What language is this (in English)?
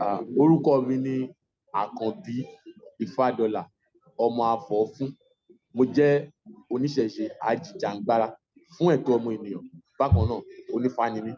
Yoruba